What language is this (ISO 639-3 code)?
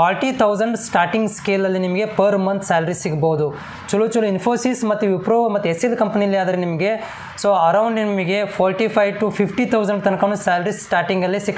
kan